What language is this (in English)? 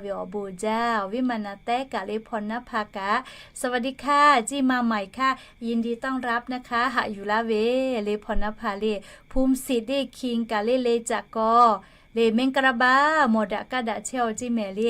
Lahu